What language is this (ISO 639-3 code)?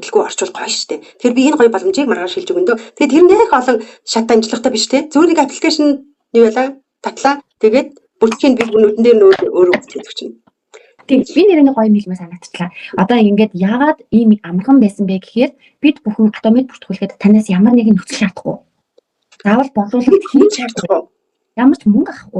mon